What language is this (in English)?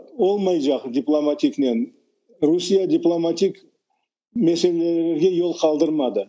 Crimean Tatar